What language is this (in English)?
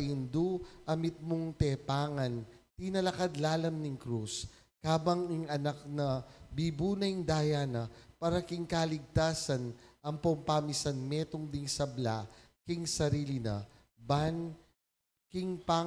Pampanga